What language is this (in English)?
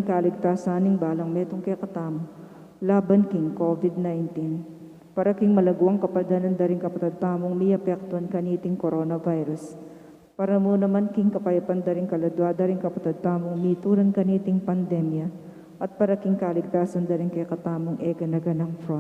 Pampanga